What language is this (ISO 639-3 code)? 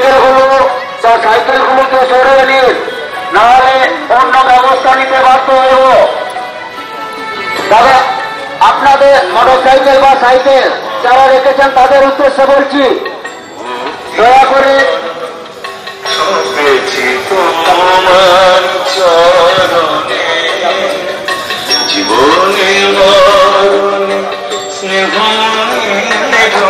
ben